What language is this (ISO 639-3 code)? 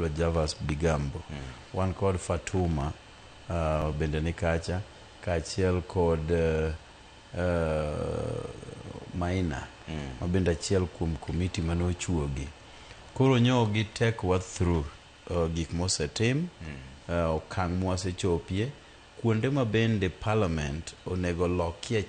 luo